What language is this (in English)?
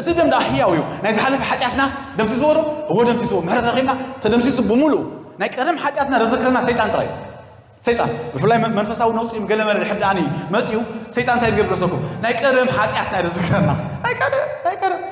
Tigrinya